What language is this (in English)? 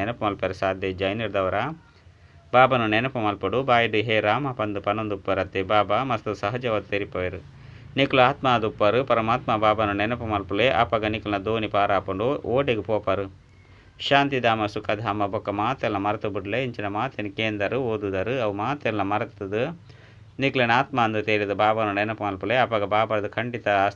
Tulu